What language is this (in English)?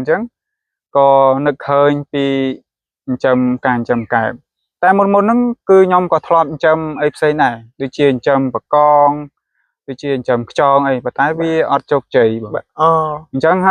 Khmer